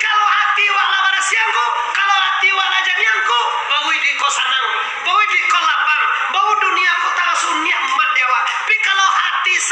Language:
Minangkabau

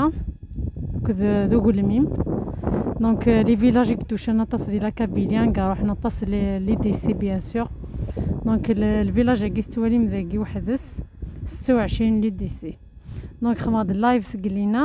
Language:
Kabyle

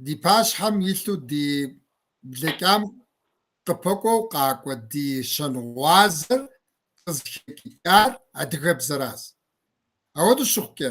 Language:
Kabardian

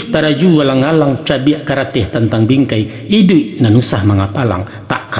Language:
Minangkabau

